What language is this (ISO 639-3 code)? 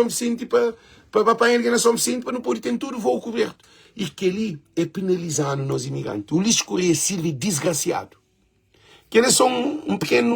kea